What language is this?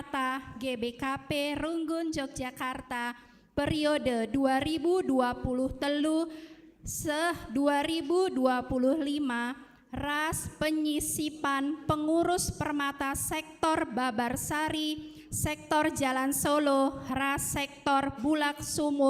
Batak Karo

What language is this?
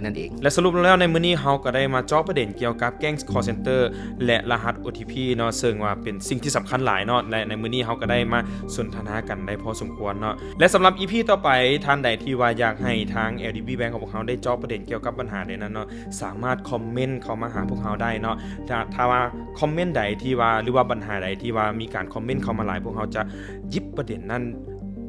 Lao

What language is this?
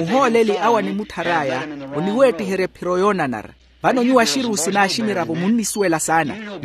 Makhuwa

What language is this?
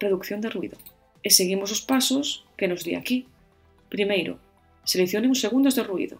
Galician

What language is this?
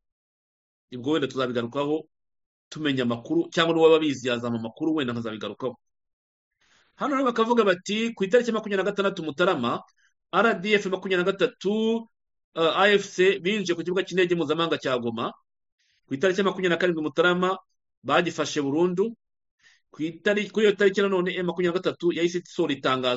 Kinyarwanda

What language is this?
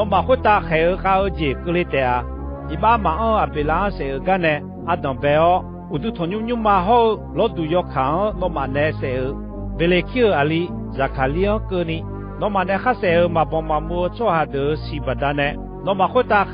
Akha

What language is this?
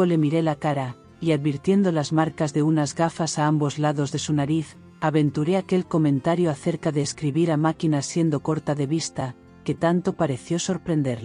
Spanish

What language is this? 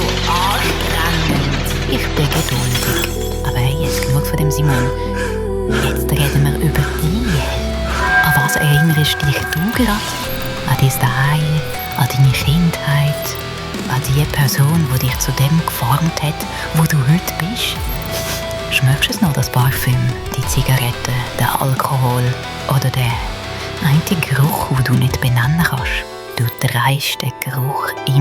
Swiss German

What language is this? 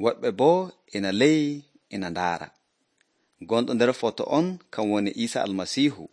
Nigerian Fulfulde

